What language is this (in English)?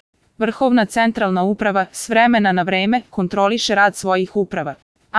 Serbian